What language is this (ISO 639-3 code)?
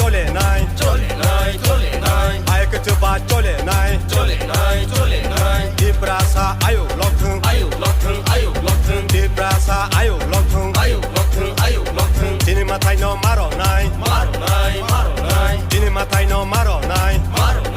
trp